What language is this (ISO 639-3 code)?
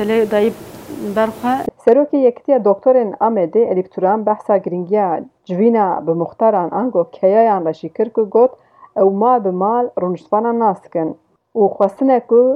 kur